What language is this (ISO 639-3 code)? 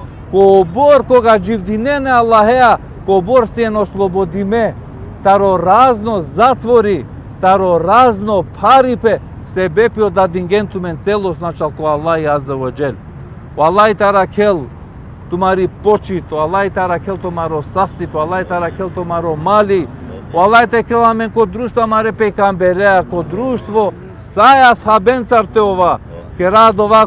rmn